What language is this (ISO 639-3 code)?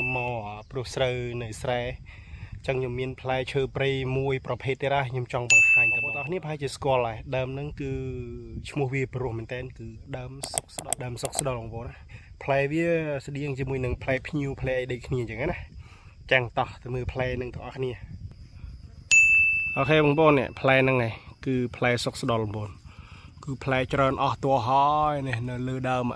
khm